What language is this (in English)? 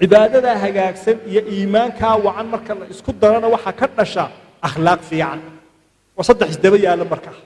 Somali